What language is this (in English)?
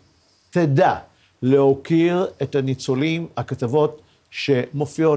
Hebrew